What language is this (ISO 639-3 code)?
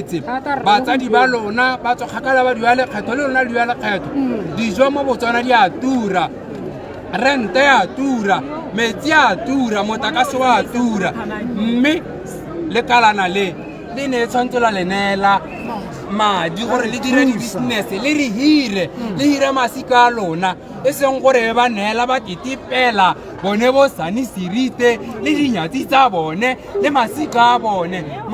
tsn